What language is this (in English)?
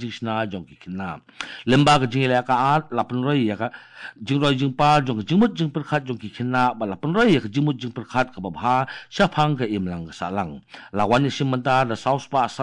Khasi